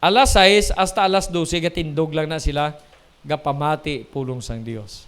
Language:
Hiligaynon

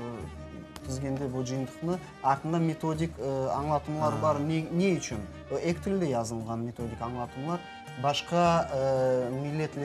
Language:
Crimean Tatar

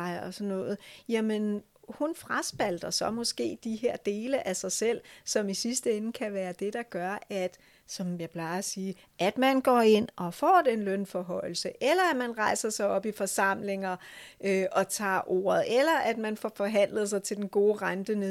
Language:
Danish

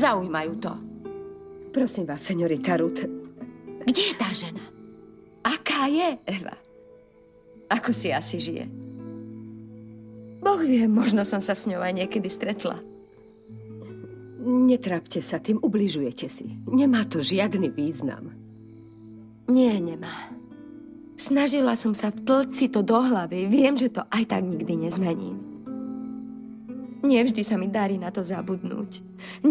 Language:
Slovak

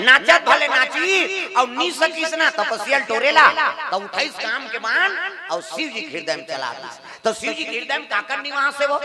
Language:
Chhattisgarhi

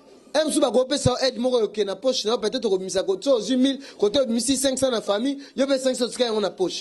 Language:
Lingala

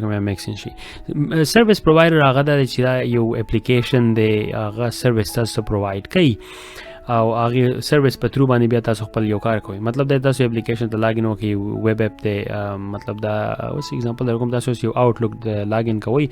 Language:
Pashto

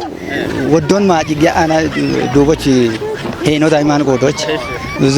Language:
Kafa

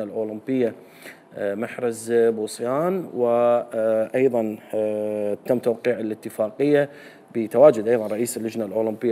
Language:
Mesopotamian Arabic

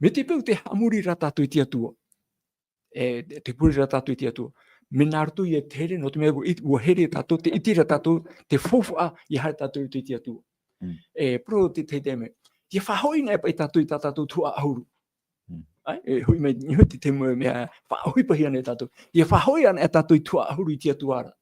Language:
Tahitian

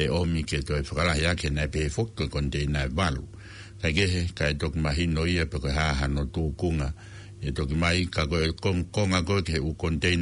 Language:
Tongan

